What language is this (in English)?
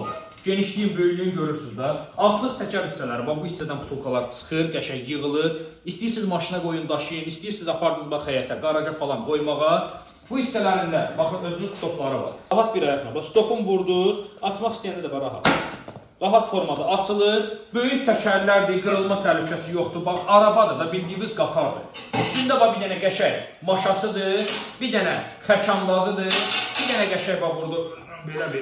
Azerbaijani